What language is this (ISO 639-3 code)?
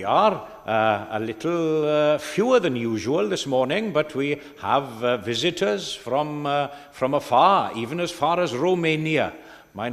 cym